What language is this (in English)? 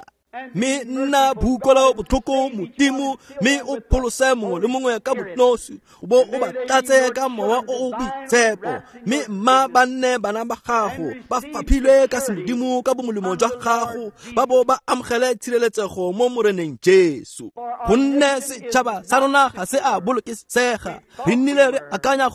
Tswana